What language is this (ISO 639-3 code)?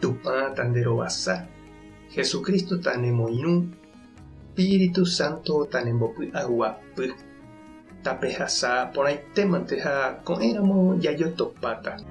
grn